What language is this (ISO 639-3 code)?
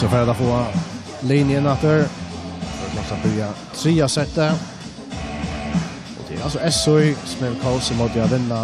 fao